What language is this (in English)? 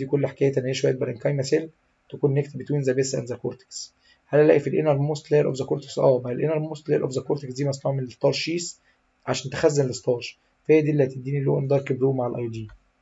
Egyptian Arabic